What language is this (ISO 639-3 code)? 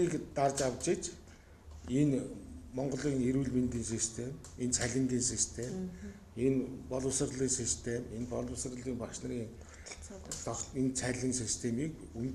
mon